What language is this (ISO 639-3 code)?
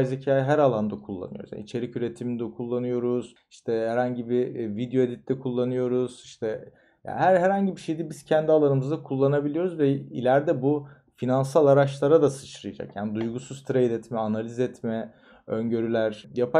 tur